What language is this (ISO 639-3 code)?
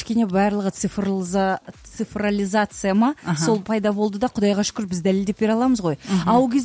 kaz